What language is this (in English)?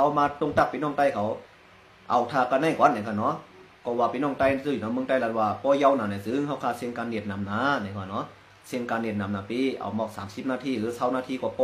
Shan